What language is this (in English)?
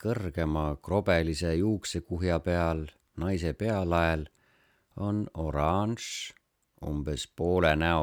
Estonian